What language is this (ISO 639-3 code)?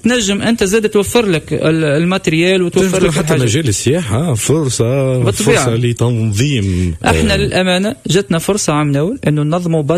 aeb